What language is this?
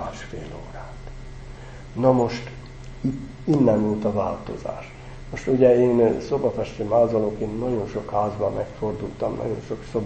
Hungarian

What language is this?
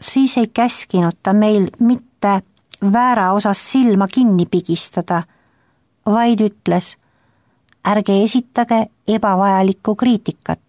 Estonian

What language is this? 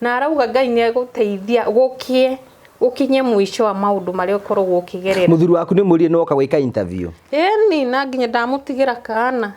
Kikuyu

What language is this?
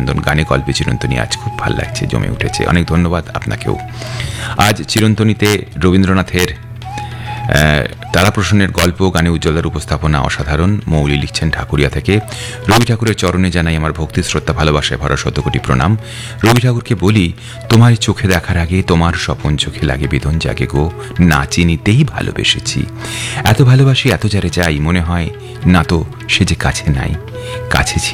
Bangla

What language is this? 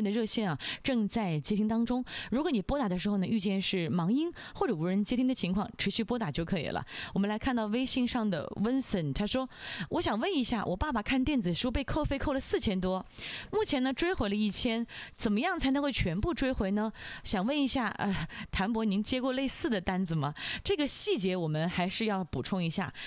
Chinese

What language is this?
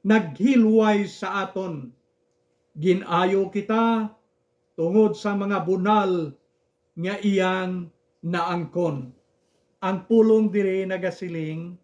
Hiligaynon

